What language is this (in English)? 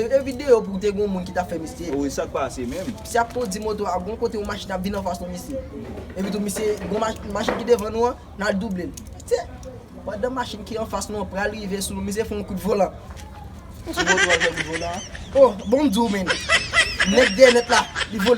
Haitian Creole